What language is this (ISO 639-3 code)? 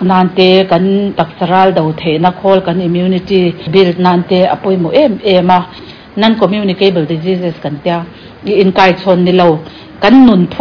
lus